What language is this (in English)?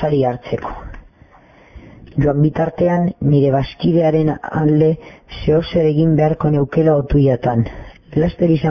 Basque